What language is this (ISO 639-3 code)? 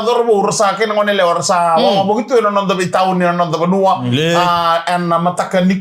fij